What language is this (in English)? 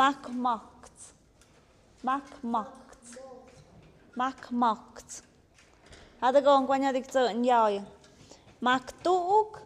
Tlahuitoltepec Mixe